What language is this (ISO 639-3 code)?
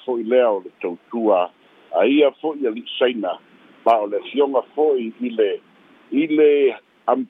smo